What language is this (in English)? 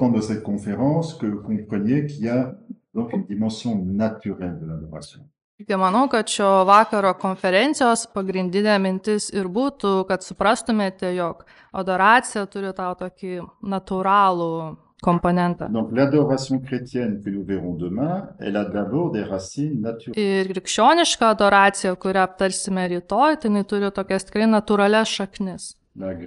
Lithuanian